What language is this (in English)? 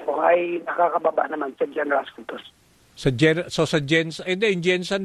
Filipino